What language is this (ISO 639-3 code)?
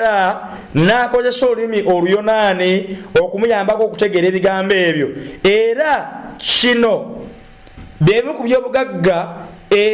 lug